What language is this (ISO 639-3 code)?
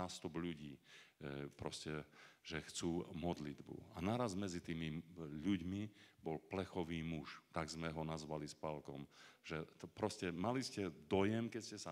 slk